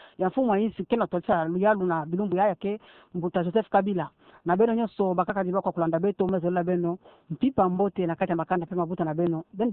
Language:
Kituba (Democratic Republic of Congo)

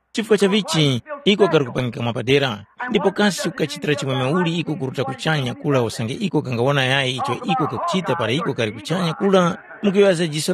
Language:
Tumbuka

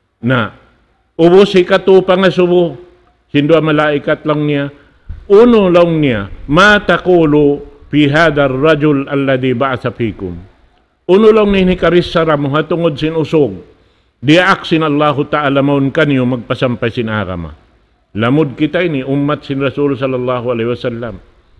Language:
Tausug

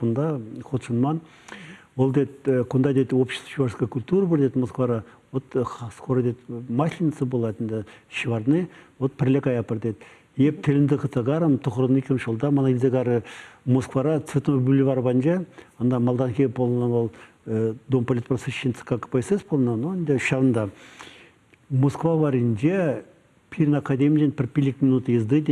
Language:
Chuvash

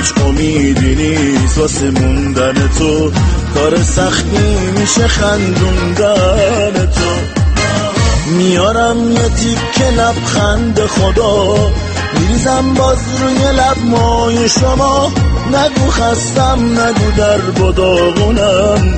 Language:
Persian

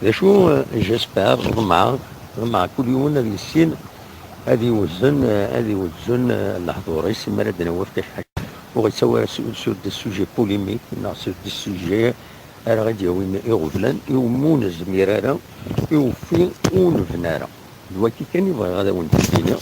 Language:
Kabyle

